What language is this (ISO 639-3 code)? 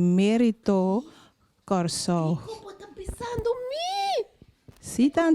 pap